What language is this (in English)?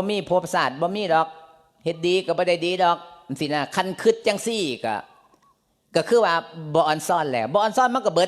Lao